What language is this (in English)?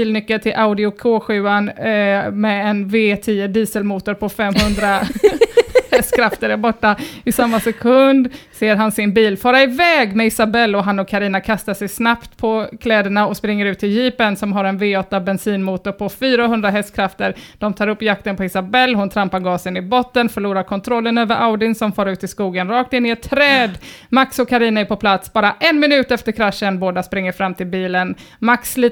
Swedish